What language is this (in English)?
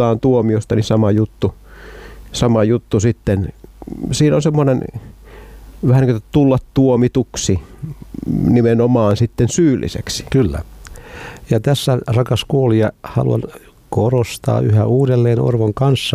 Finnish